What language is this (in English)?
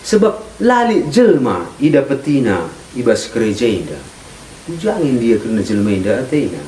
Batak Karo